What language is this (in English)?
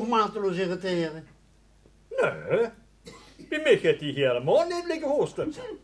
Limburgish